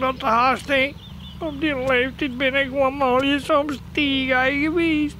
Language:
Western Frisian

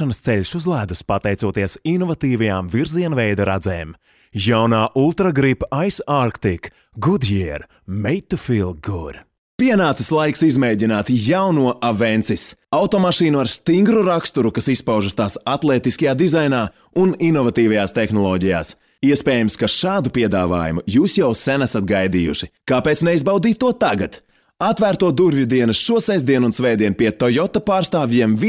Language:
Latvian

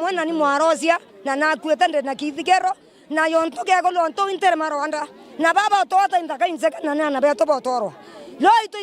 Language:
Meru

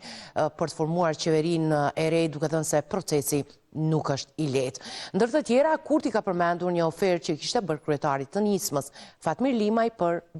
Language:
Albanian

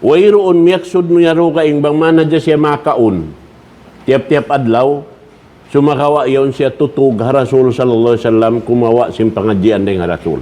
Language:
Tausug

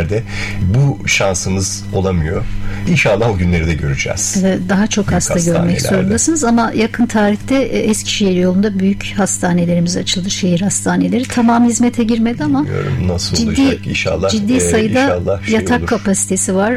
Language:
Turkish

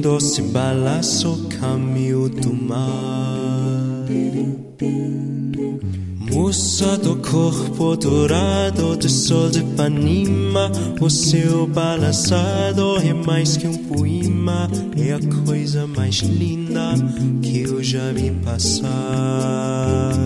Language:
Portuguese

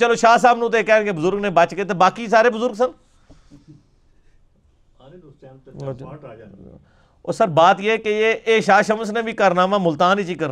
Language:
Urdu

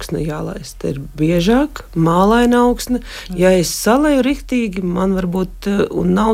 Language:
Latvian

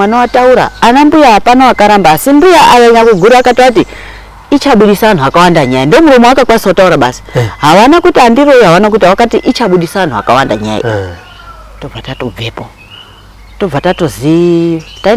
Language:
Shona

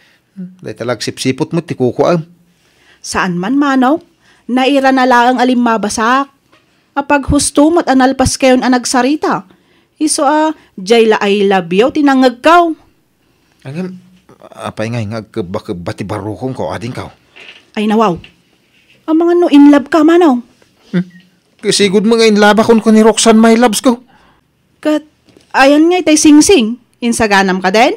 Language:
Iloko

